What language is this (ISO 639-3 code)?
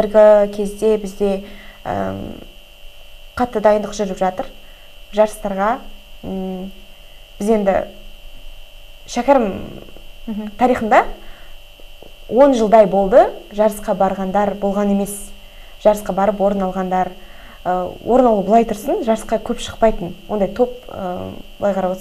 kaz